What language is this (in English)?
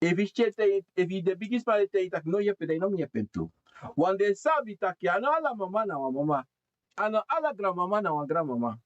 Sranan Tongo